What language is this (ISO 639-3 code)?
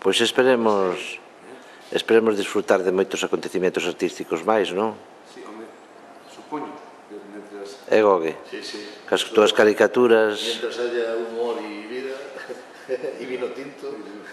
glg